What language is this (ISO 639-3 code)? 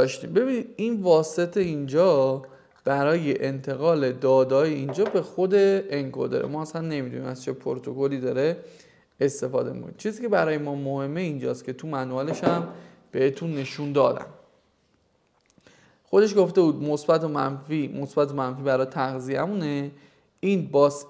fas